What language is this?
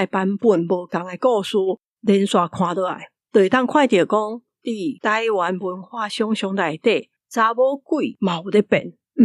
Min Nan Chinese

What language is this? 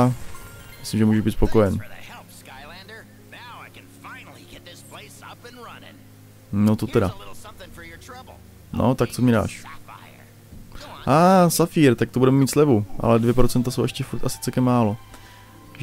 Czech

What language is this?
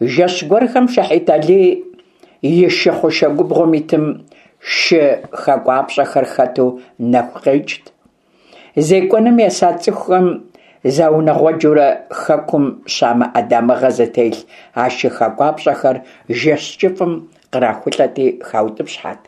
Kabardian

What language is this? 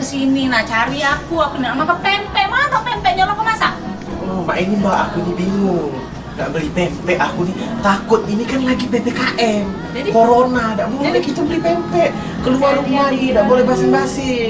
Musi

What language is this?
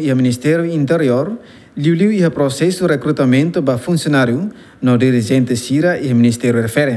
Tetum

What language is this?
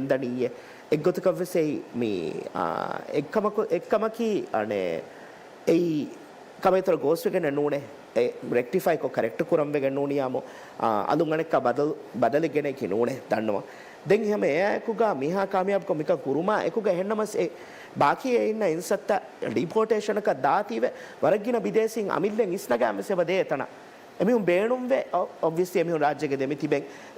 Divehi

